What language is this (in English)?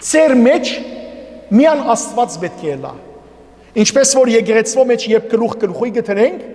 Western Armenian